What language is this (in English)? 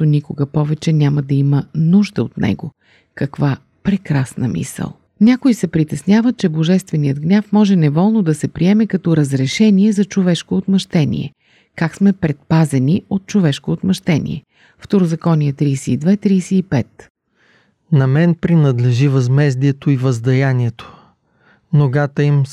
Bulgarian